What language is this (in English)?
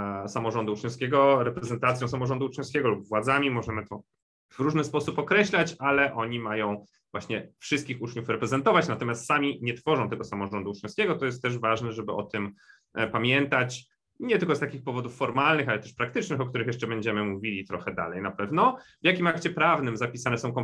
Polish